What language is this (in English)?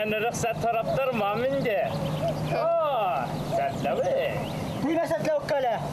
Bashkir